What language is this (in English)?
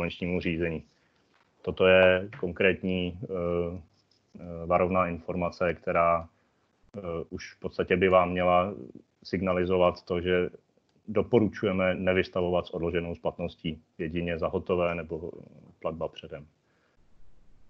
Czech